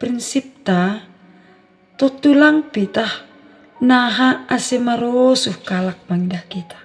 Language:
Batak Simalungun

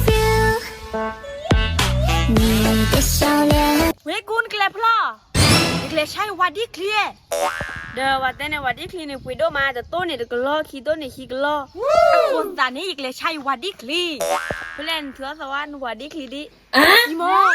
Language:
S'gaw Karen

